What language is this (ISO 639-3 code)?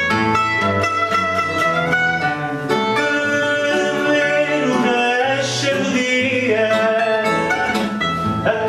por